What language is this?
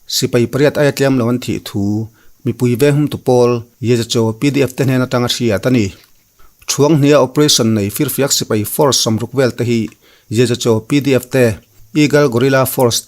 Mizo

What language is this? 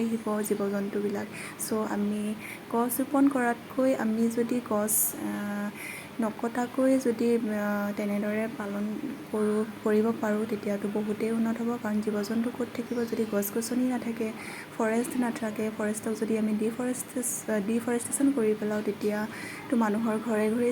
Assamese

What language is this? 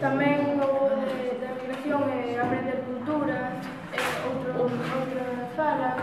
Galician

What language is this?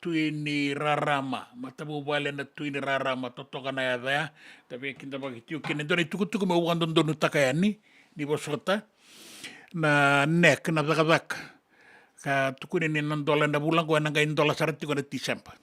Fijian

